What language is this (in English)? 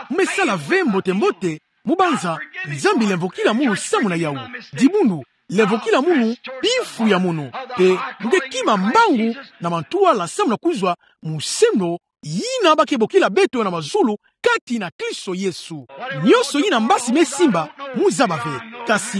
Kituba (Democratic Republic of Congo)